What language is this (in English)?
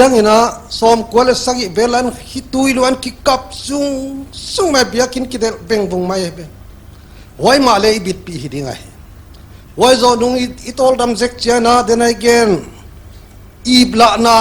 Paite Chin